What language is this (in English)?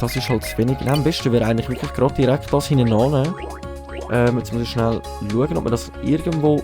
Swiss German